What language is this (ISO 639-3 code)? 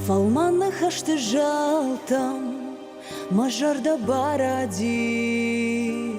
oss